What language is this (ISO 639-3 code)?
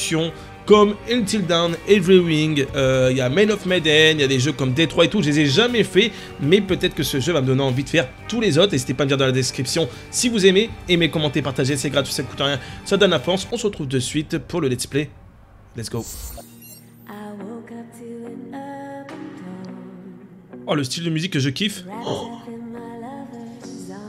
fra